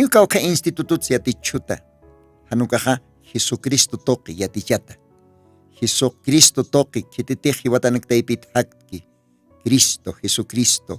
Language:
Aymara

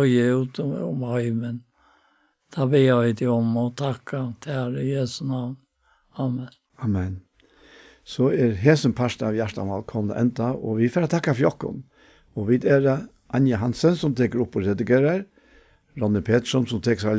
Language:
Faroese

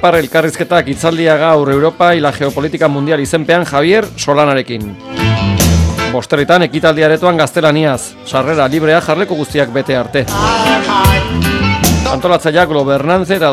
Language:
Basque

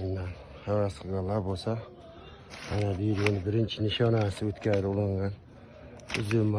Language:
Uzbek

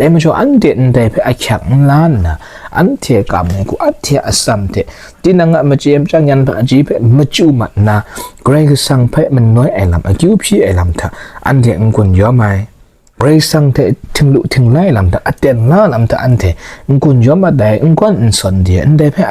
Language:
Kachin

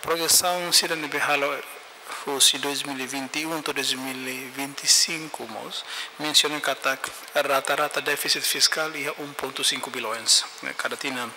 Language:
Tetum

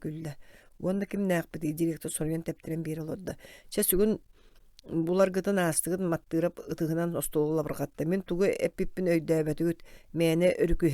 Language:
Yakut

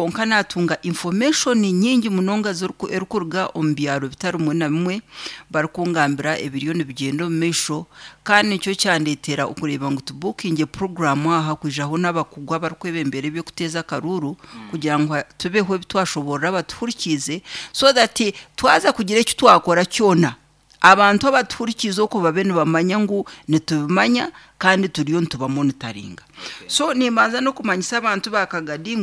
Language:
Nyankole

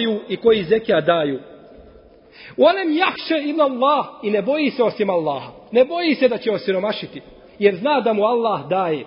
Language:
Bosnian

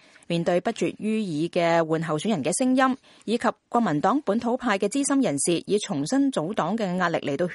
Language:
Cantonese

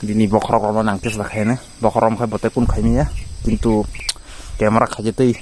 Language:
Kok Borok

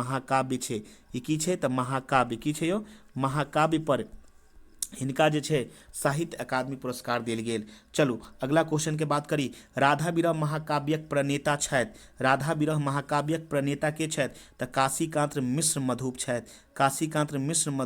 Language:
Maithili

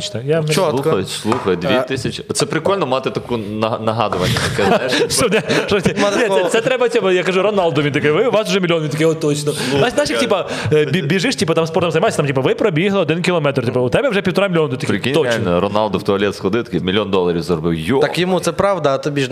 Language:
Ukrainian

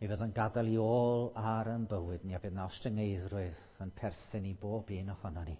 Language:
Welsh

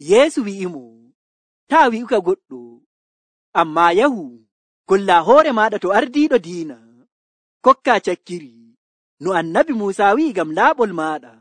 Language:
Nigerian Fulfulde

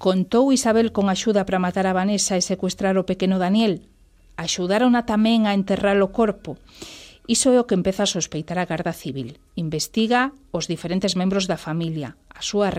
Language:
Galician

